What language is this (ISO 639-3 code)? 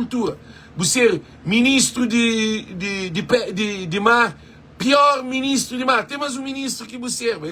kea